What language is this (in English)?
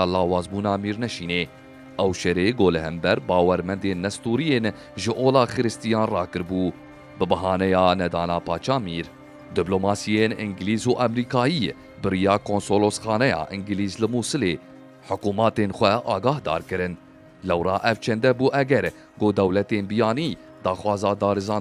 Kurdish